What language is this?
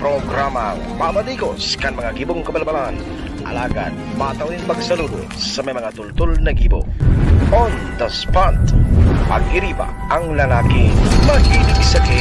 Bikol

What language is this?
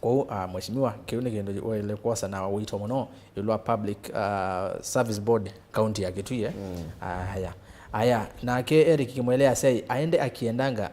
Kamba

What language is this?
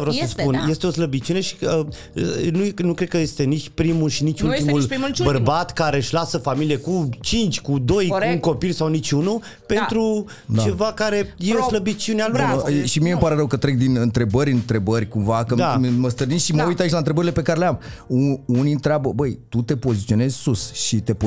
Romanian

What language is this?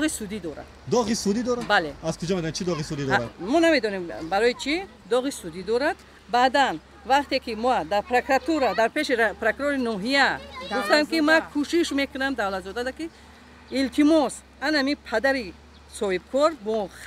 Tajik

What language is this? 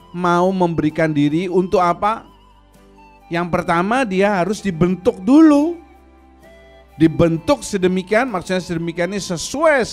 Indonesian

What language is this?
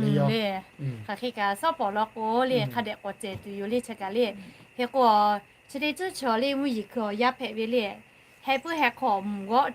Lahu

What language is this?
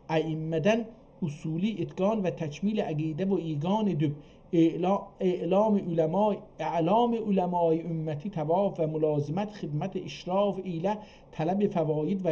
South Azerbaijani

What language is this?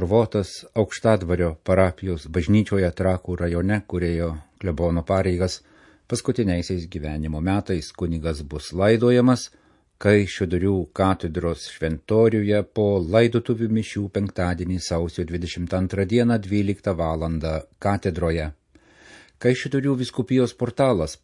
Lithuanian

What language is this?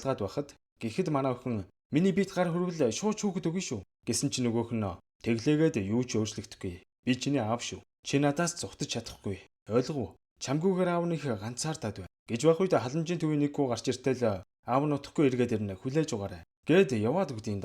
Mongolian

